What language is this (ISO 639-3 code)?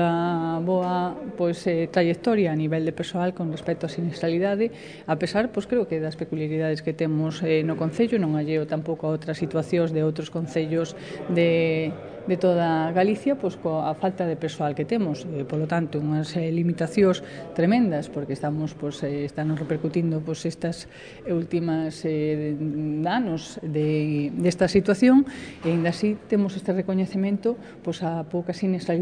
glg